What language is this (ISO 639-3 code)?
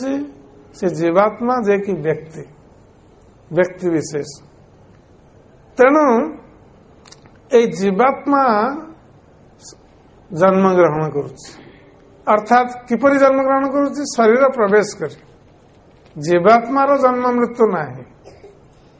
ori